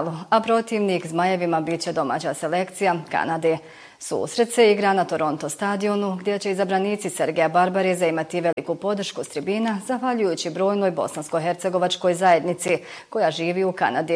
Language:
Bosnian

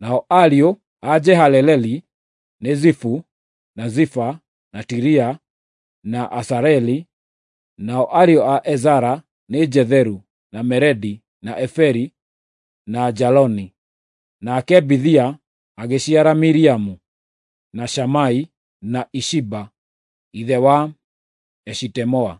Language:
Kikuyu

